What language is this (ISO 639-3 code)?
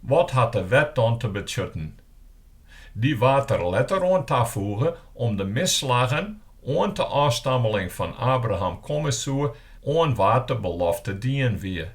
fry